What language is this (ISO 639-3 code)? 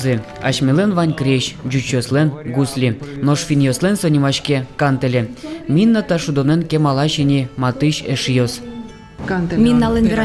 udm